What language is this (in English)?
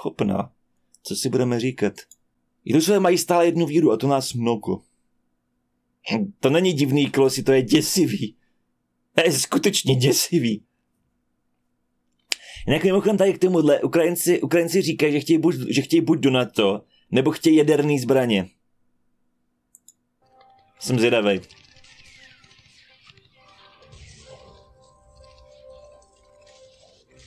Czech